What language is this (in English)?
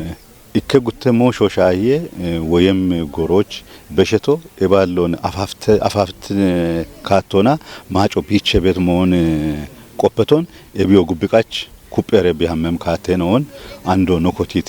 Kafa